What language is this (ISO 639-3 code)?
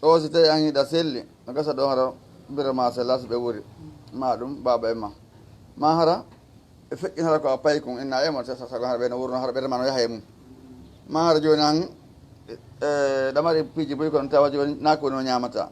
ful